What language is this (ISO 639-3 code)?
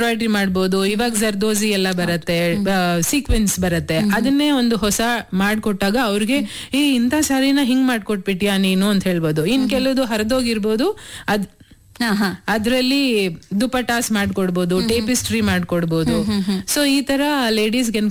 kan